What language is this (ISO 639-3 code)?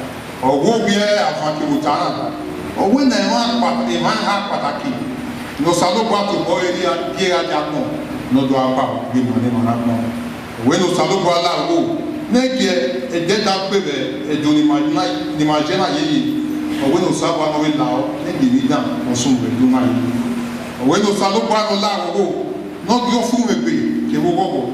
bin